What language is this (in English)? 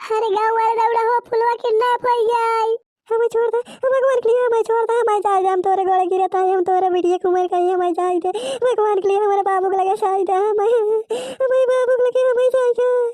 Bhojpuri